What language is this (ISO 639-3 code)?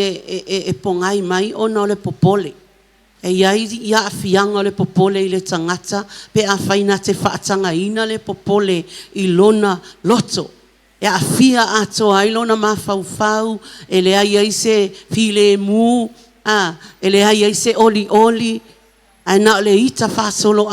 smo